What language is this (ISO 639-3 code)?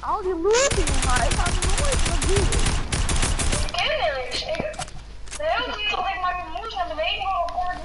fry